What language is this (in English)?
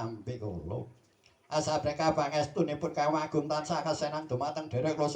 Javanese